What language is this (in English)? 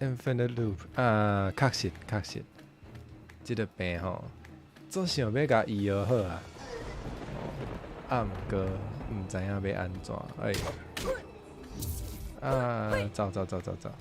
Min Nan Chinese